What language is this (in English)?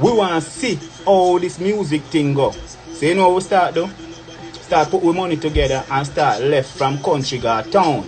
Jamaican Creole English